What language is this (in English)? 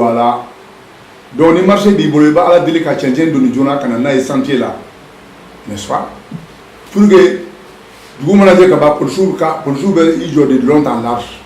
Bambara